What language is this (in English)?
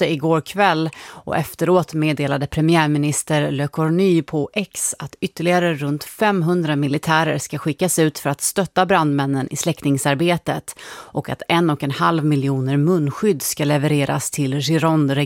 Swedish